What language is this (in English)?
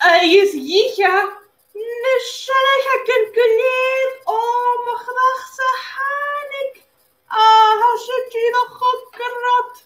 Scottish Gaelic